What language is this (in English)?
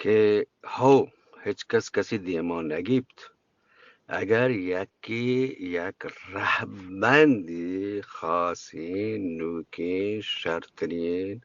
Eastern Balochi